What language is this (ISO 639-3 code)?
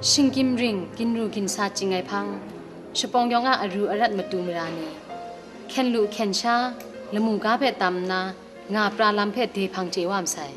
kac